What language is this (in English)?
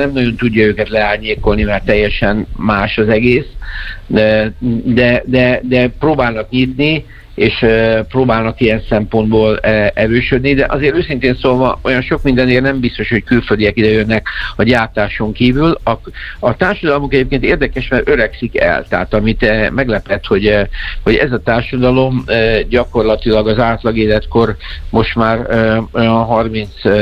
Hungarian